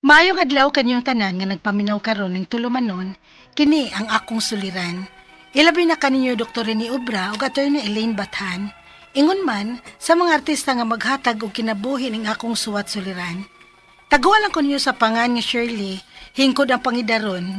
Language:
Cebuano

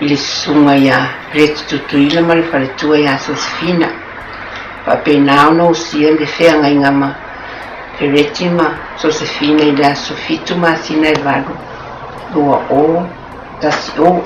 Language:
Samoan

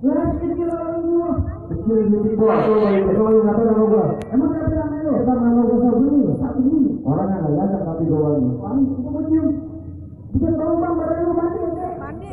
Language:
Betawi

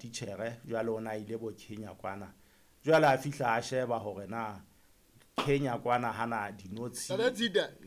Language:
Southern Sotho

